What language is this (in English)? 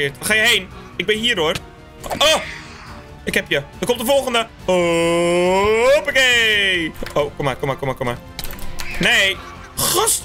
Dutch